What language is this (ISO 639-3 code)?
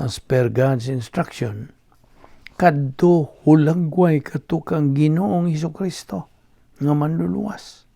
ceb